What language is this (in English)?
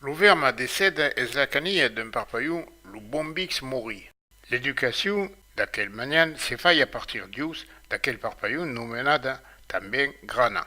Occitan